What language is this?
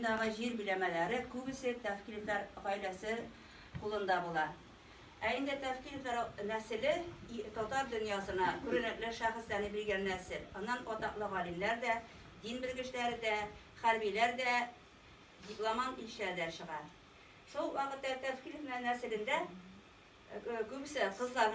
Tatar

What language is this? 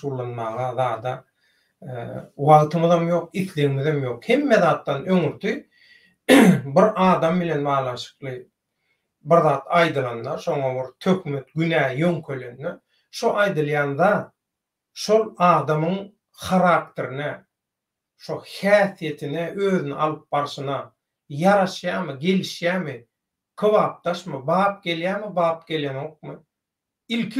Turkmen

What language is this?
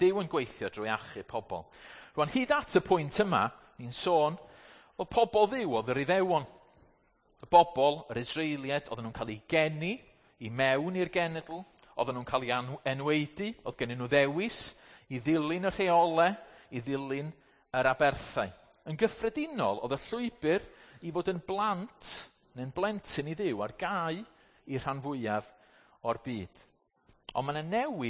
Welsh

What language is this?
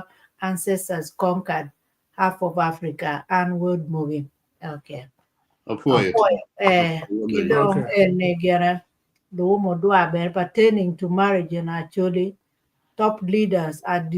Acoli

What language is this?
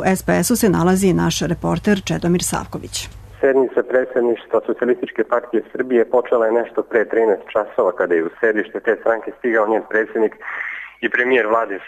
Serbian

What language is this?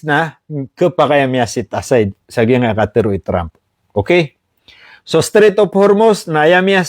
Maranao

